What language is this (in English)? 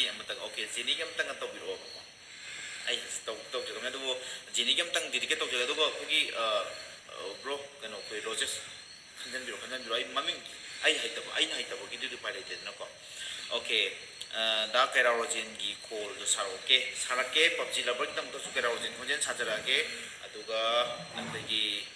Manipuri